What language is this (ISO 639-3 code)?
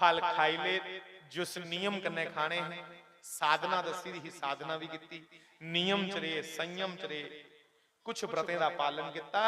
doi